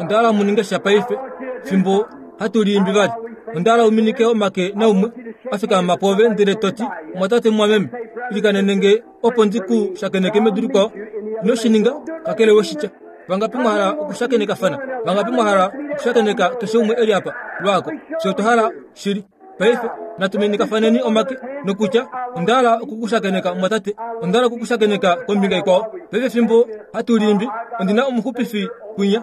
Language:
Kuanyama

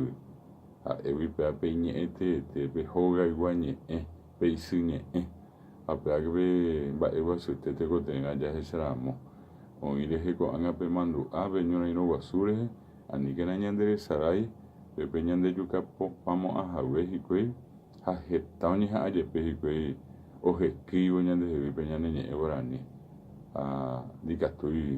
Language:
Guarani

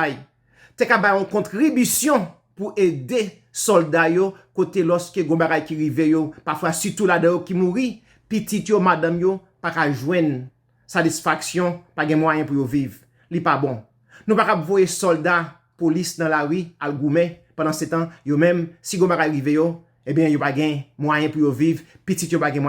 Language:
Haitian Creole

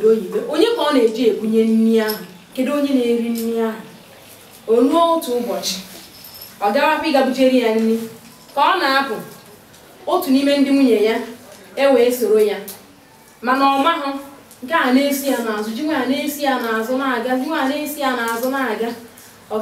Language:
Igbo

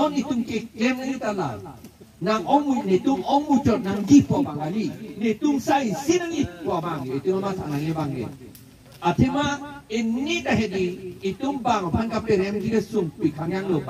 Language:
Karbi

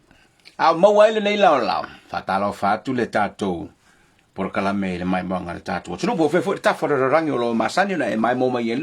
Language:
Samoan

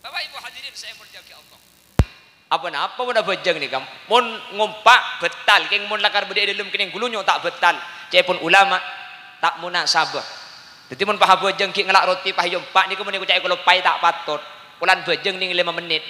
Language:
Madurese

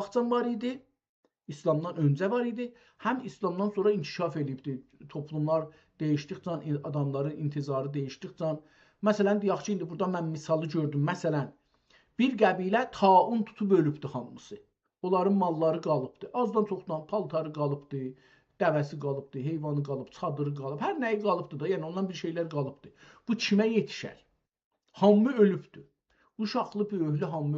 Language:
South Azerbaijani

